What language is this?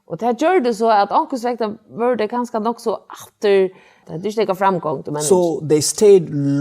Faroese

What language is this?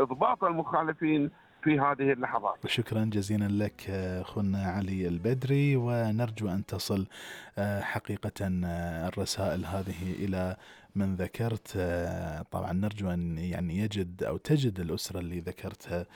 Gulf Arabic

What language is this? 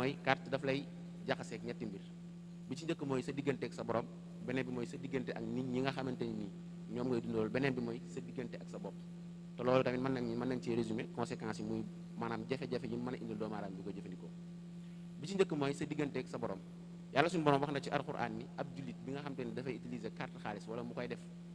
Wolof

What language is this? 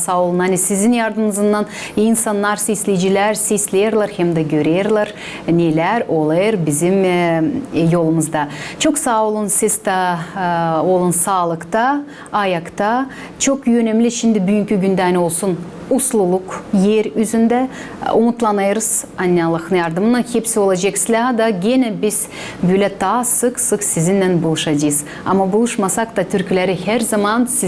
Gagauz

